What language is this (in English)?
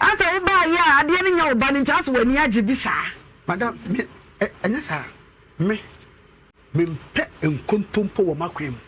Akan